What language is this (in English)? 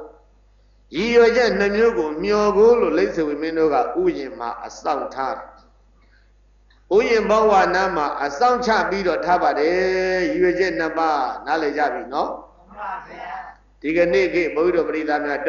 Burmese